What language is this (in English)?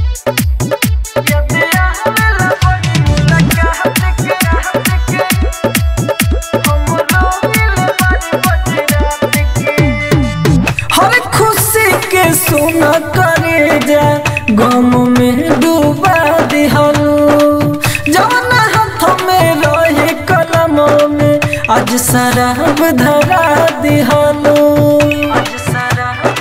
Bhojpuri